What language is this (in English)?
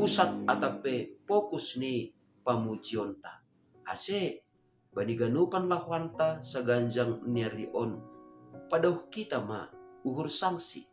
Batak Simalungun